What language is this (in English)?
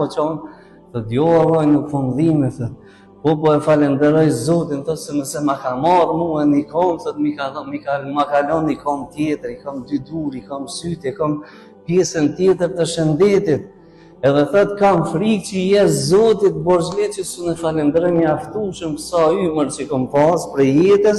Albanian